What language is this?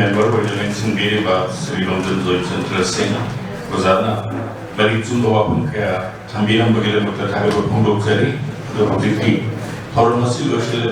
Manipuri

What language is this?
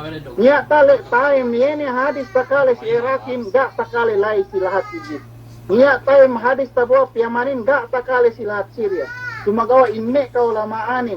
Yakan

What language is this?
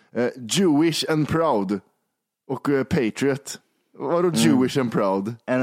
Swedish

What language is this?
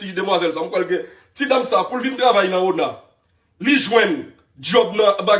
Haitian Creole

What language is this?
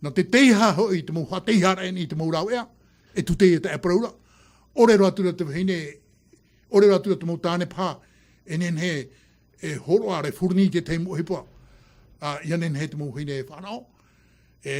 Tahitian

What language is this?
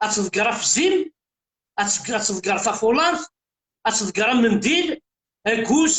Kabyle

